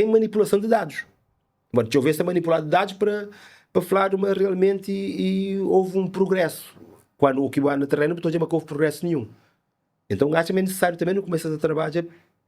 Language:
Kabuverdianu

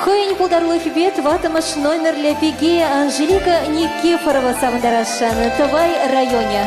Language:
Chuvash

